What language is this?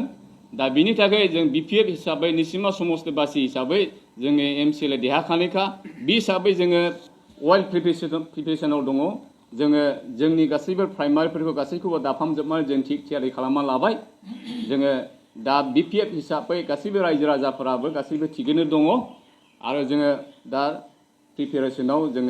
Bodo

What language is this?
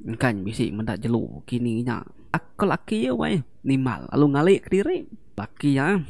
Iban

